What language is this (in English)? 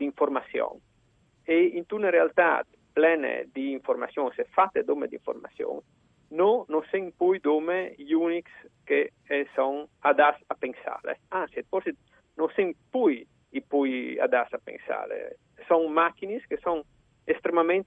Friulian